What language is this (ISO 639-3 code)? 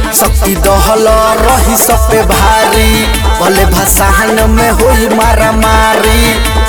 bho